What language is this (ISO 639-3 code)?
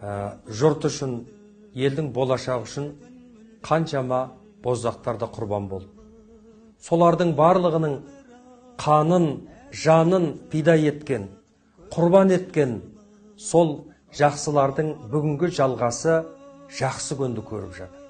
kaz